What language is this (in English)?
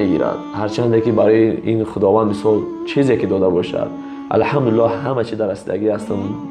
Tajik